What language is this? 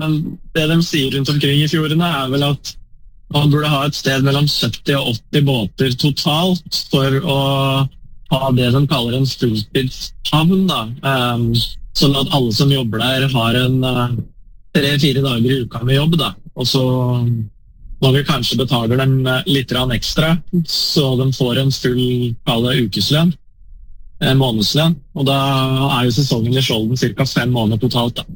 Norwegian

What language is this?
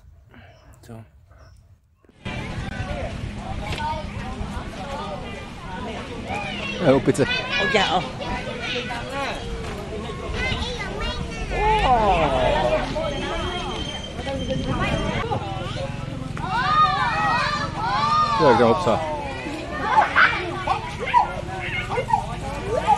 Czech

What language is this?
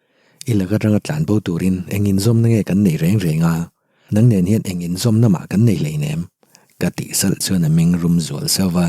Mizo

